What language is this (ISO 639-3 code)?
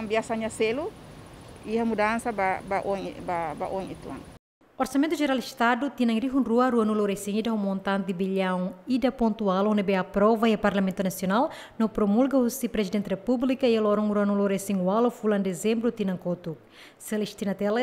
tet